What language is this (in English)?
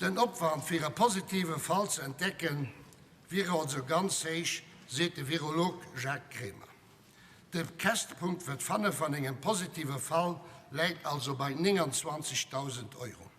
Luxembourgish